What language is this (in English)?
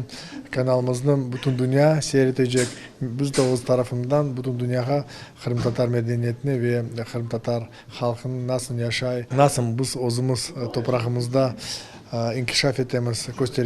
Crimean Tatar